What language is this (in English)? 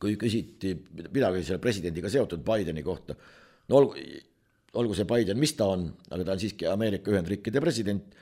Estonian